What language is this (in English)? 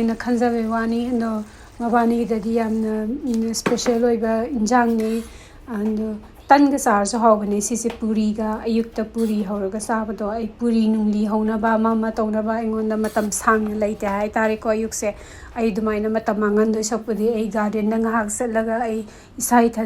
Manipuri